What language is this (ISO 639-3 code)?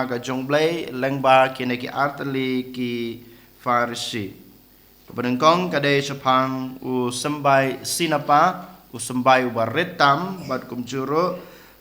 kha